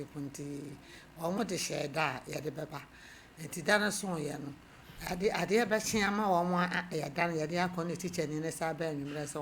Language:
Akan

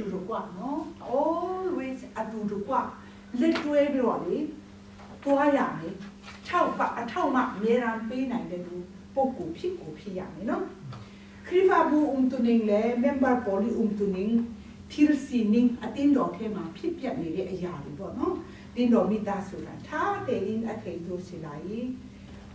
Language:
Burmese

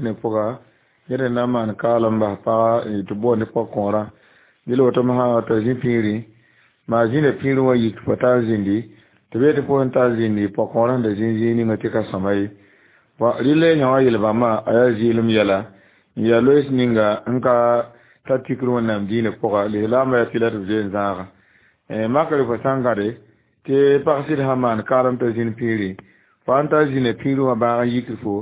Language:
Mossi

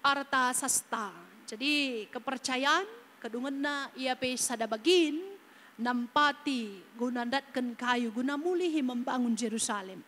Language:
Batak Karo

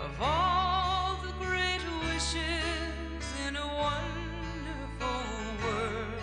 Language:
Bikol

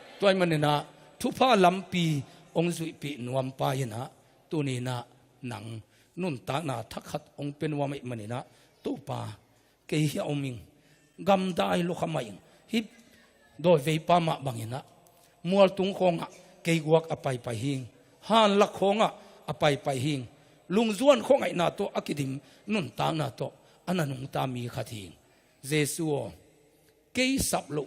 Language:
Tedim Chin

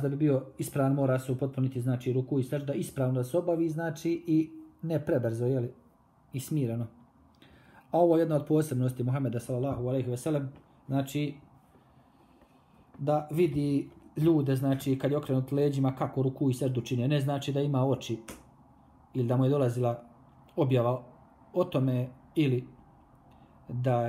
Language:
Bosnian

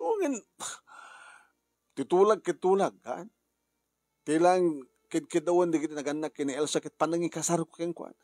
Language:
Iloko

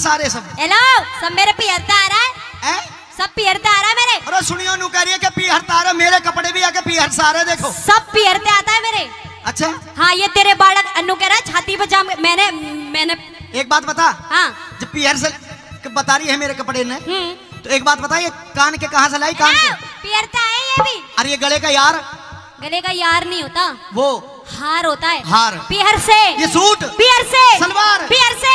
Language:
Haryanvi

